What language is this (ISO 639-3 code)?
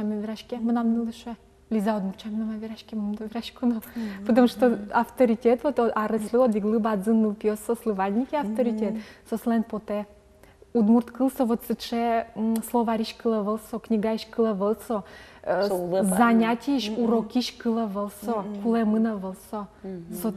udm